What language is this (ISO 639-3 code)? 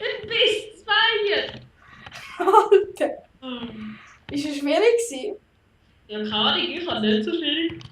gsw